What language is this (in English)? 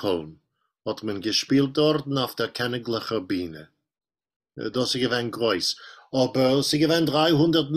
Yiddish